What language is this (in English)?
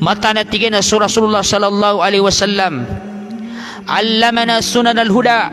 Maranao